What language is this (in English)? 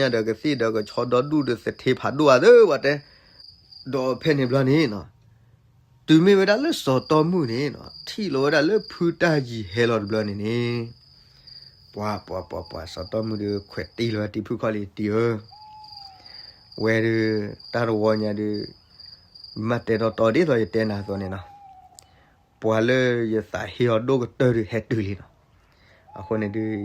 S'gaw Karen